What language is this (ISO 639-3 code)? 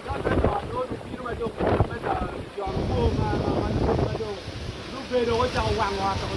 ach